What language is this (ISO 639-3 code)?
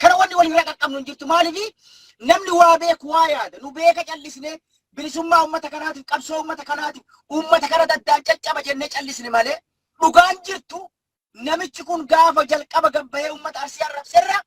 orm